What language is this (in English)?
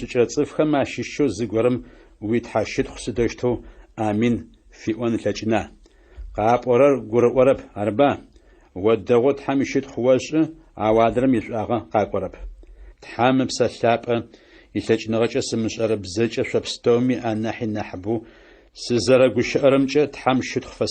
Adyghe